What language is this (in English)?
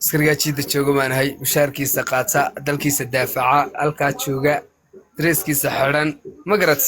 Somali